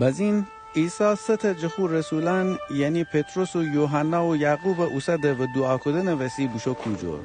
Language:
Gilaki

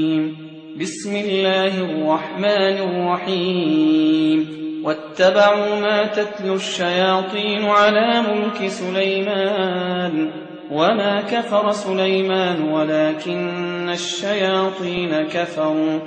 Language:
Arabic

